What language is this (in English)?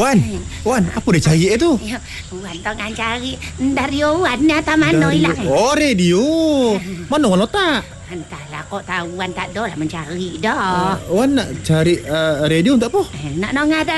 Malay